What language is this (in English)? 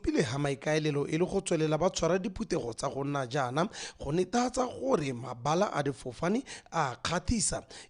Tswana